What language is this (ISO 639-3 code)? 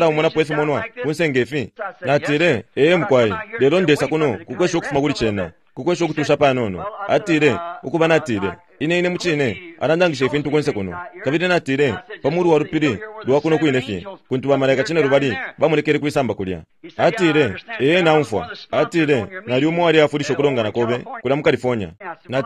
bem